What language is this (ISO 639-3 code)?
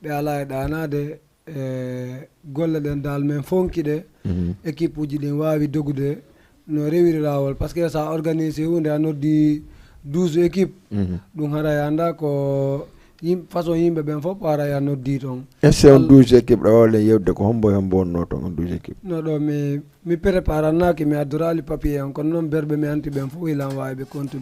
ful